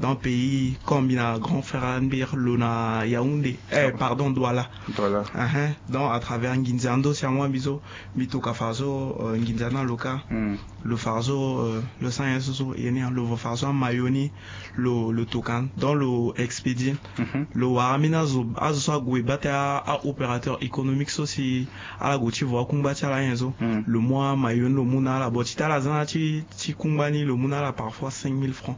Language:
Sango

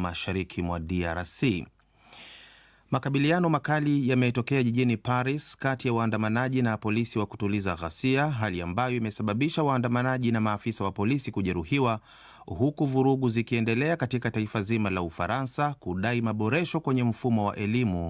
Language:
Swahili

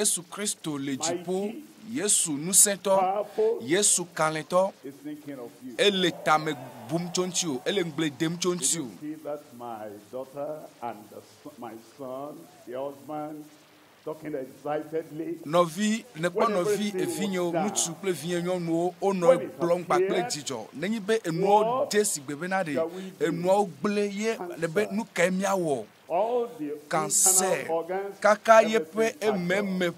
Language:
Ewe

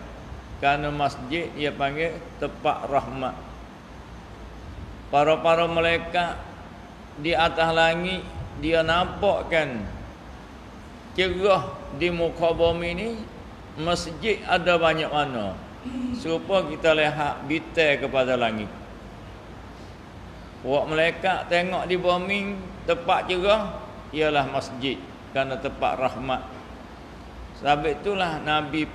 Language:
Malay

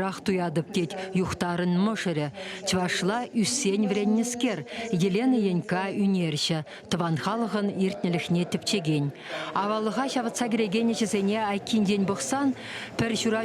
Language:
Chuvash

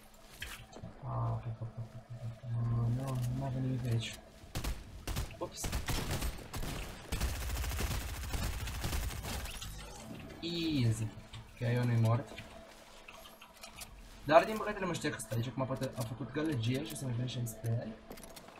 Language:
Romanian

